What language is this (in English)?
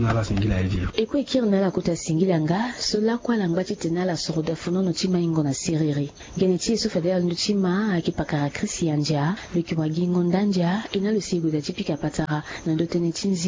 Sango